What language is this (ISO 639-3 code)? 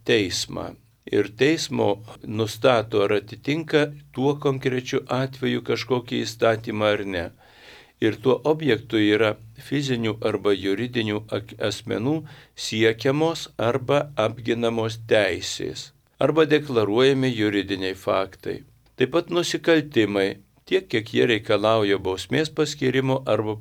lit